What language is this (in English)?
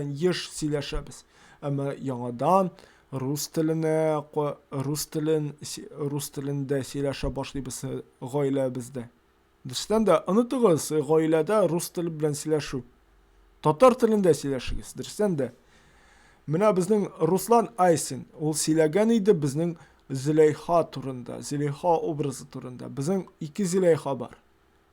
Tatar